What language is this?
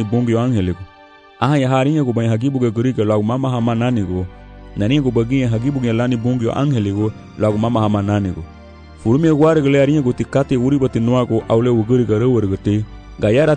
Garifuna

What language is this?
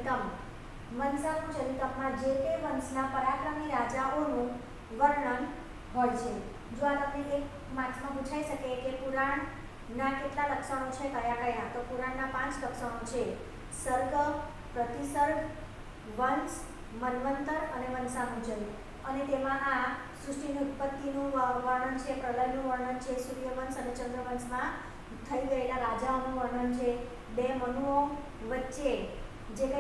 Gujarati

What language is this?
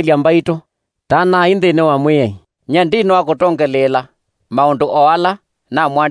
Kamba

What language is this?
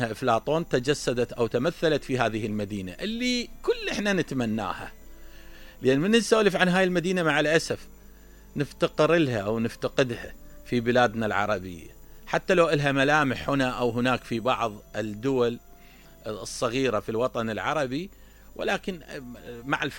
Mesopotamian Arabic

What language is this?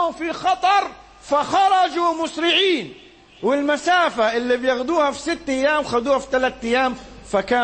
Egyptian Arabic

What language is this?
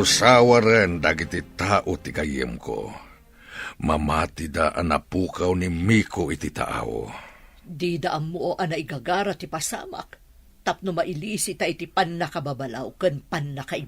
Iloko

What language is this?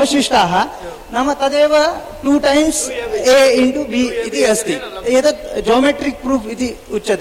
Sanskrit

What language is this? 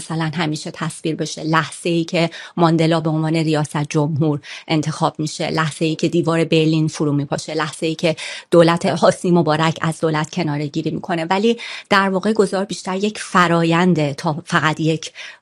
Persian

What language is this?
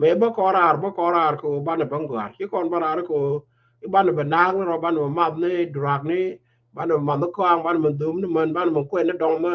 Nuer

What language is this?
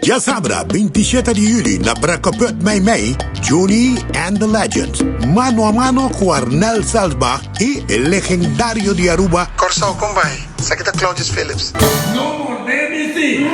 Papiamento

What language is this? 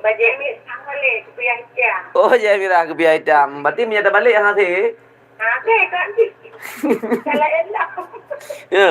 Achinese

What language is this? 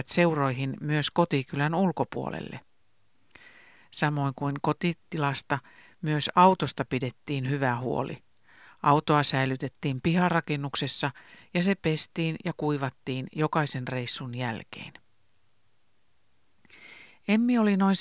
Finnish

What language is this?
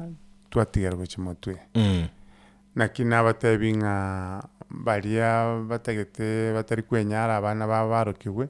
Gusii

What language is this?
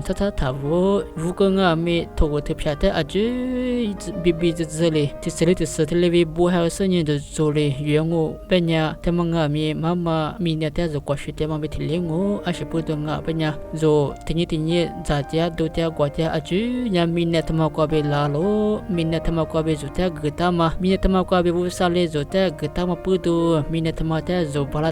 Lisu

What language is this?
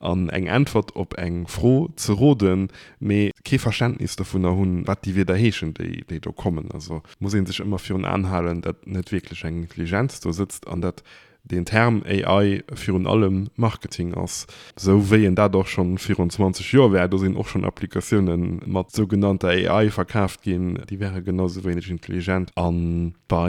Luxembourgish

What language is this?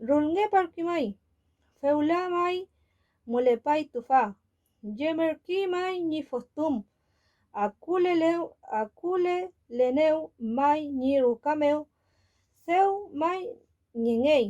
Mapuche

